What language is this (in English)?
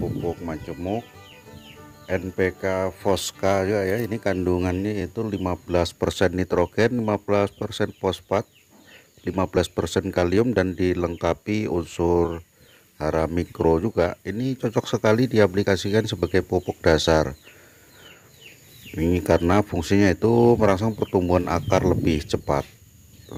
Indonesian